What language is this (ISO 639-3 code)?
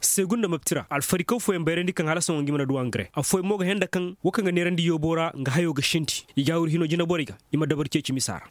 ses